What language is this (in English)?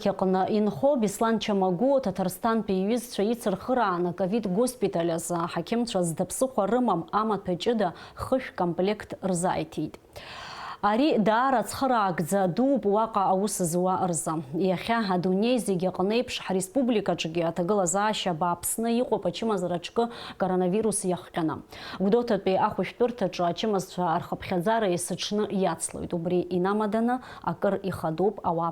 Abkhazian